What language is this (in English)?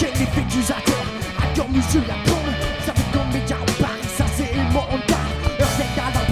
Breton